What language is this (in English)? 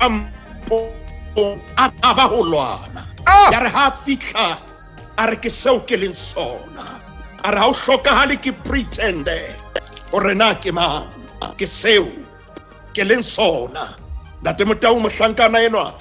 Southern Sotho